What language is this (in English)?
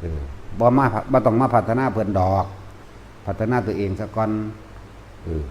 Northeastern Thai